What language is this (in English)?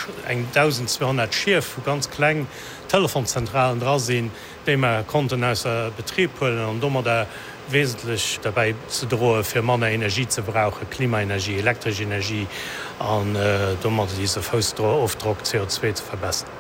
Luxembourgish